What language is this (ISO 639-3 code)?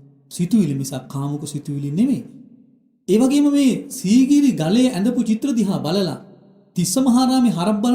sin